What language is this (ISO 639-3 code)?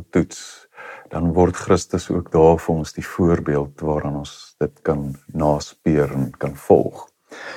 afr